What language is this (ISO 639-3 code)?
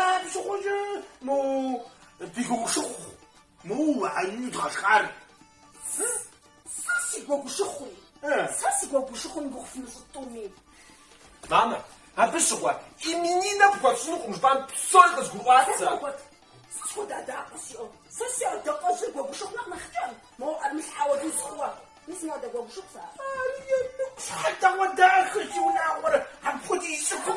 kbd